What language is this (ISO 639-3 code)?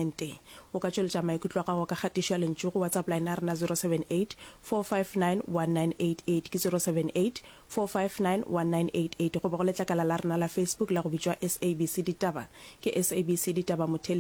nso